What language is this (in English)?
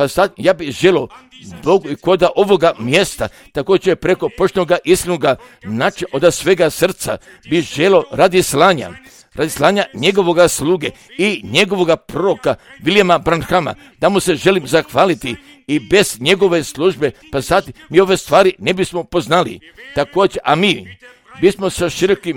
Croatian